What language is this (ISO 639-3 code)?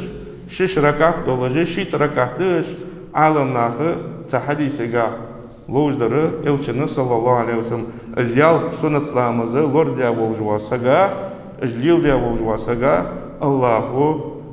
inh